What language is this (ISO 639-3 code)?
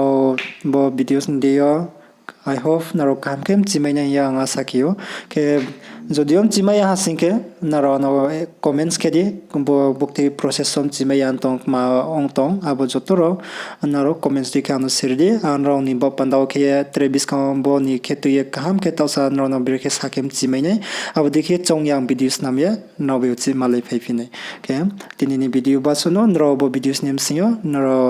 ria